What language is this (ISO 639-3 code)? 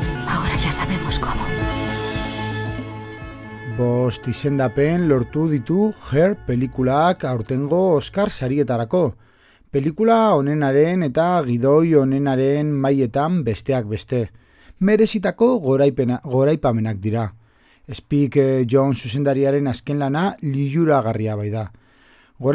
eus